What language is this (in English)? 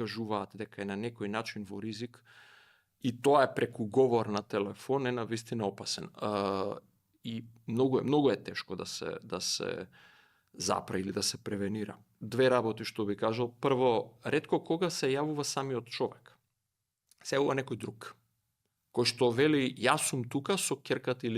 Macedonian